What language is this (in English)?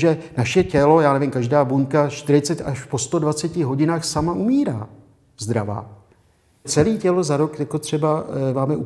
Czech